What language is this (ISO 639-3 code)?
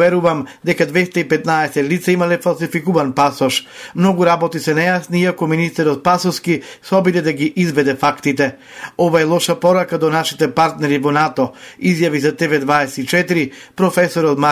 mkd